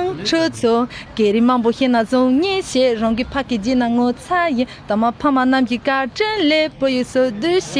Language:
Tibetan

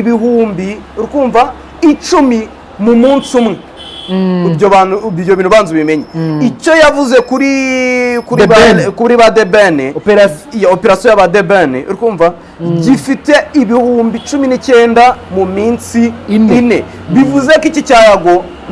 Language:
Kinyarwanda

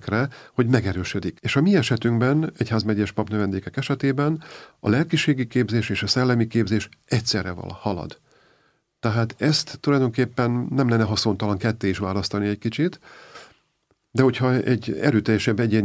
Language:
Hungarian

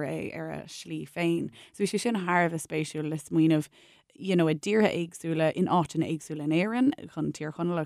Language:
Irish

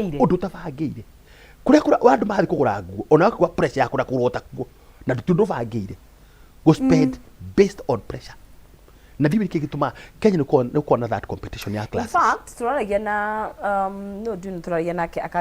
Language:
Kikuyu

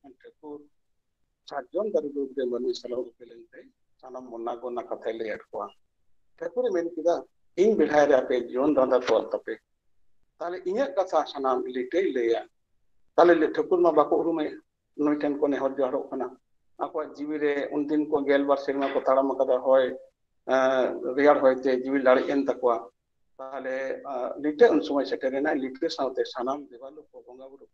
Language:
Santali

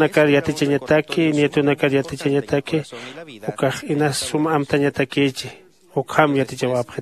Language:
Aymara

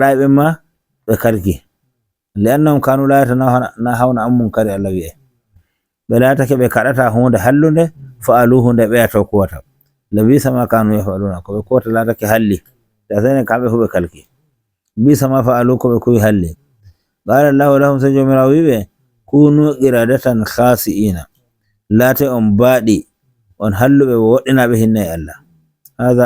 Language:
Nigerian Fulfulde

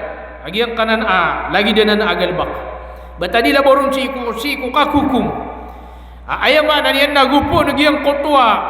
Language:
Maranao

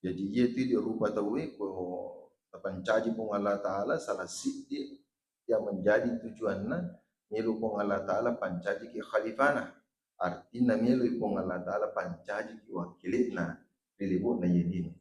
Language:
Buginese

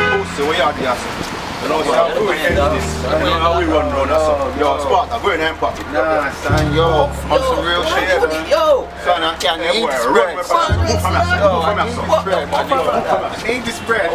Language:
Jamaican Creole English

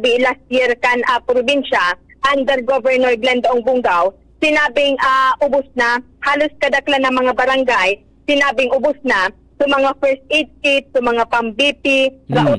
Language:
Bikol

